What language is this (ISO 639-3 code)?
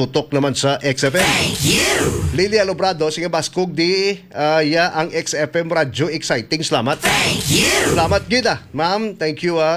hil